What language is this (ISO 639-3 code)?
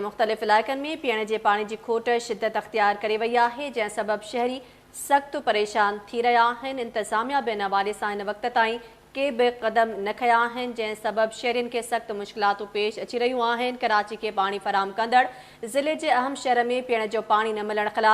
snd